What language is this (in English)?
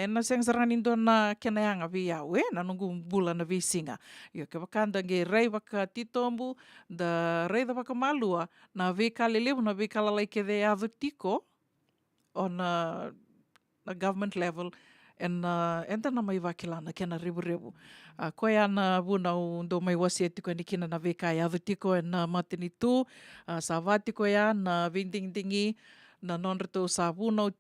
Fijian